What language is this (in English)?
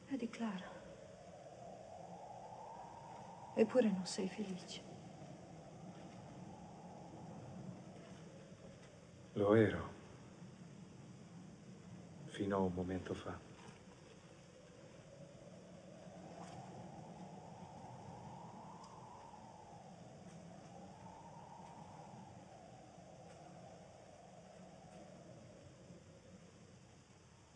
Italian